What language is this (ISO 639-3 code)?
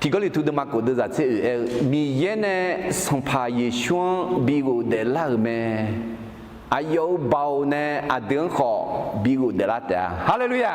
ahk